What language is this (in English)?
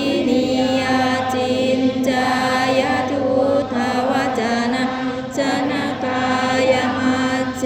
Pali